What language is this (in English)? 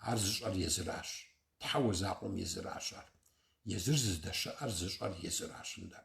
Kabardian